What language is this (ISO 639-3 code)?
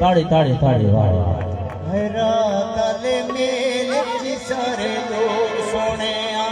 skr